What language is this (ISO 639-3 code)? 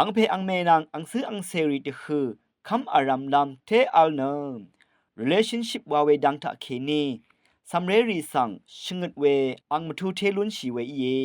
raw